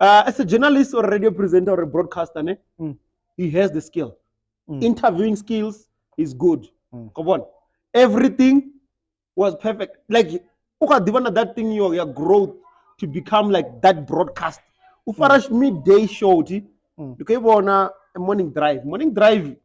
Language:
Venda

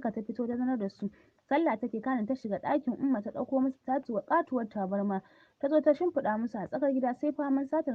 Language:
Hausa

